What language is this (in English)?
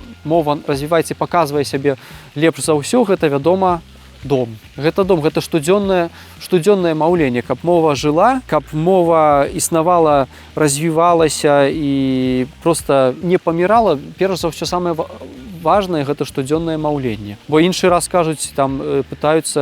Belarusian